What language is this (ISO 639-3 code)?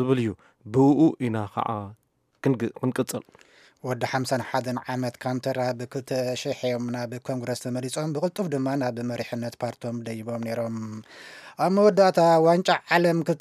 tir